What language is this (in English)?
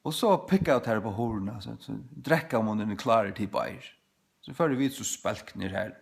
Faroese